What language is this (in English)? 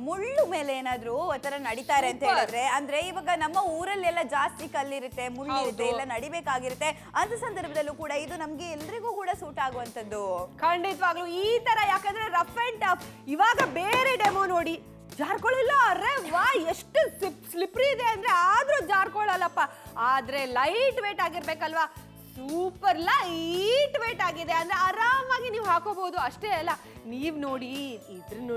Kannada